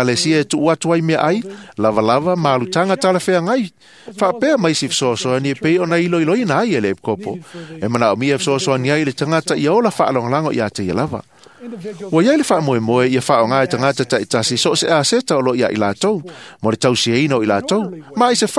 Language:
Samoan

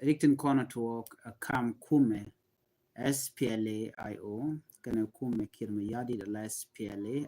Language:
Nuer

